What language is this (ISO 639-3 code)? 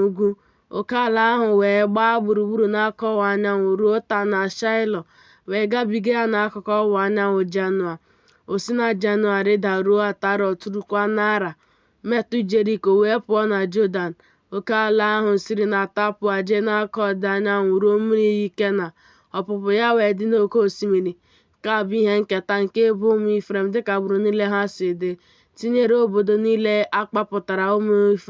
ibo